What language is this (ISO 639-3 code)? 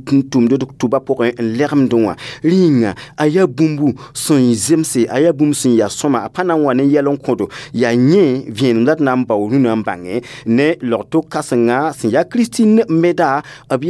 mos